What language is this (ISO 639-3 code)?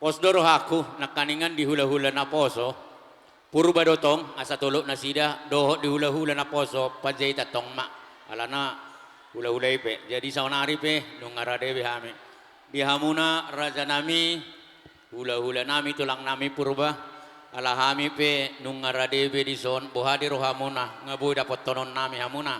bbc